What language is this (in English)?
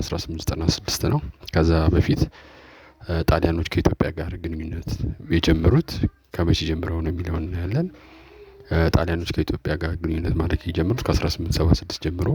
Amharic